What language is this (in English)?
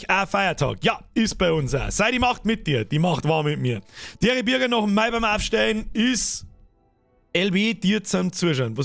Bavarian